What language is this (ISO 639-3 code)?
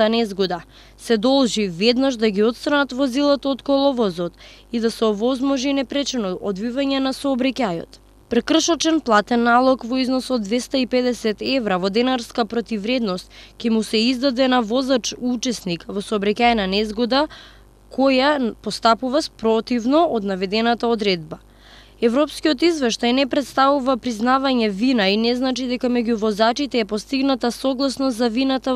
mkd